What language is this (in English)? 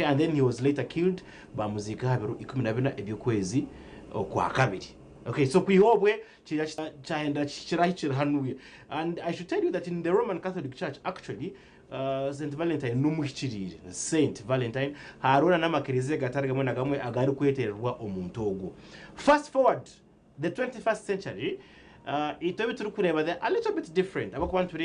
Nyankole